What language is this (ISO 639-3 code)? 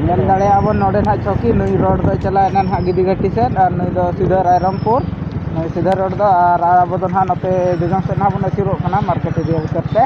sat